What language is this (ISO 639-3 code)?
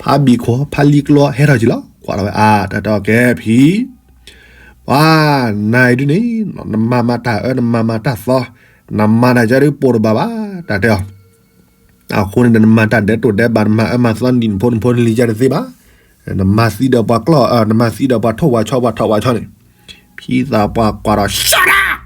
ksw